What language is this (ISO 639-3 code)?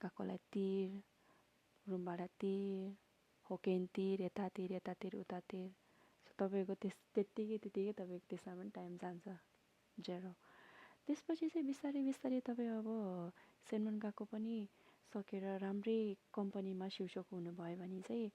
nep